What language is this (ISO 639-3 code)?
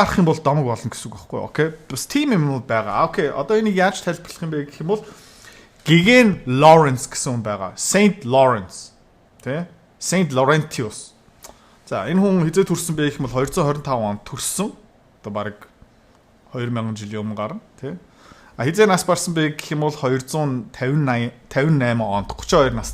mon